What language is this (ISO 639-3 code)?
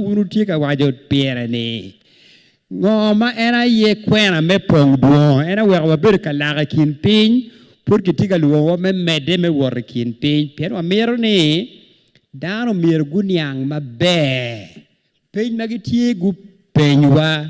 ach